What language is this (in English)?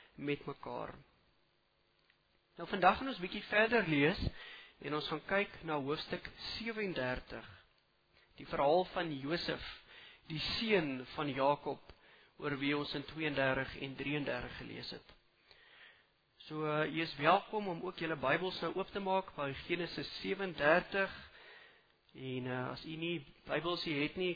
Afrikaans